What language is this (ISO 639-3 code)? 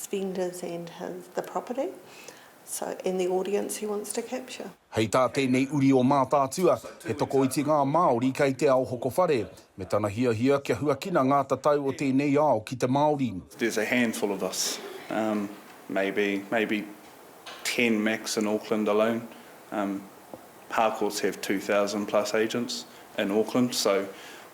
mri